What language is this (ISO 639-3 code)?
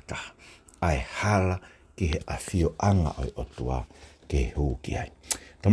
ton